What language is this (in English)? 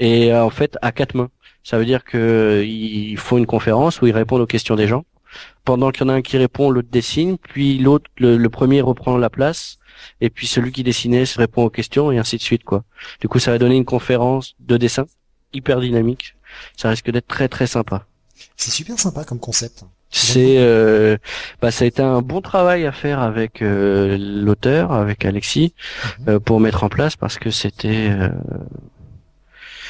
French